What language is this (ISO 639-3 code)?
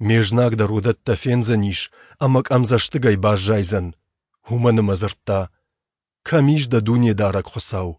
oss